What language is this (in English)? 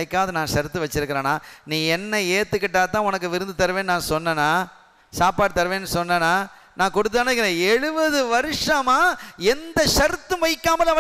Tamil